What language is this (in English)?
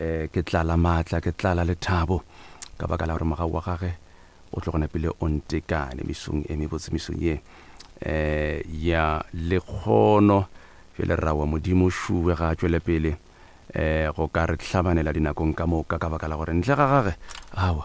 Northern Sotho